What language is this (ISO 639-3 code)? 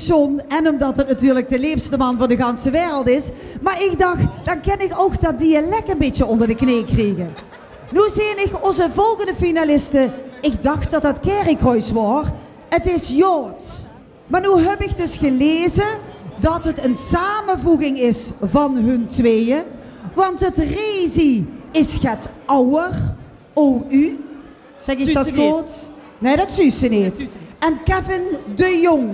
lim